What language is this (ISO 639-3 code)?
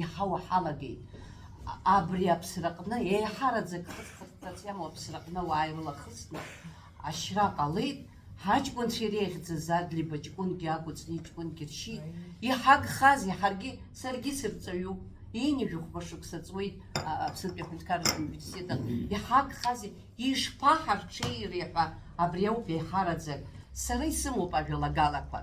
abk